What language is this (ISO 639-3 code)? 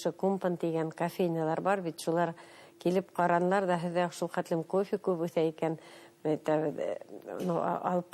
bak